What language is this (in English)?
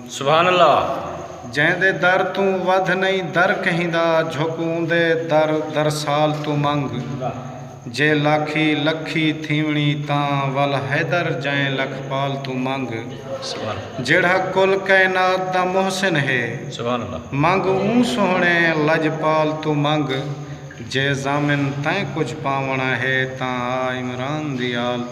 Saraiki